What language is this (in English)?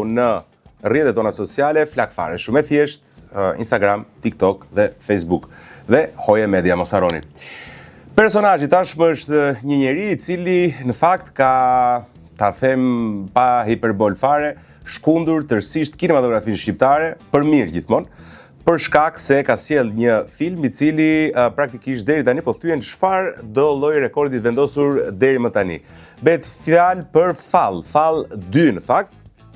Albanian